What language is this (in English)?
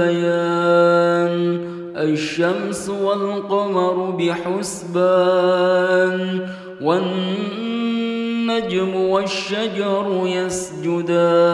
Arabic